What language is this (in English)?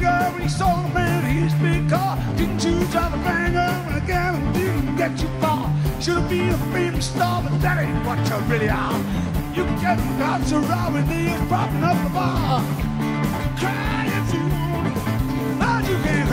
English